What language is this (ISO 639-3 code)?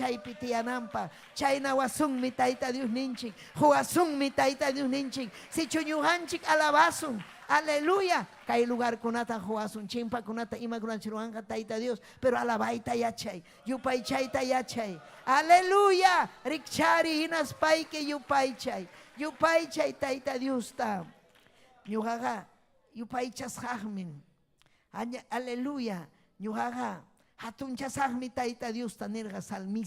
quy